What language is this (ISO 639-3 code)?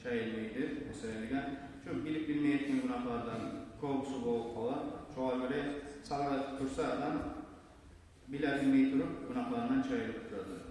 kum